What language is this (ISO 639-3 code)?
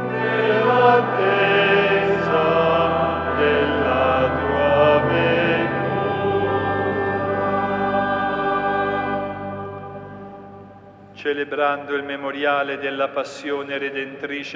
ita